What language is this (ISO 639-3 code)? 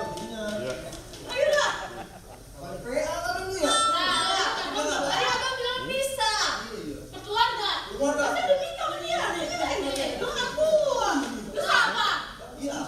bew